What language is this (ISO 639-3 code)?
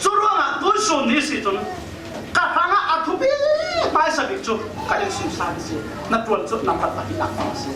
cfm